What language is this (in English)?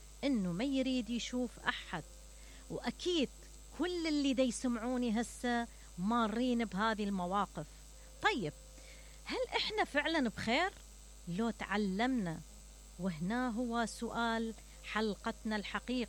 Mesopotamian Arabic